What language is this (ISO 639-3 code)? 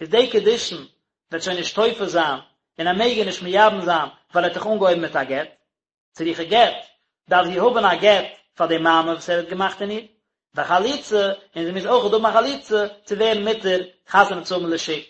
yid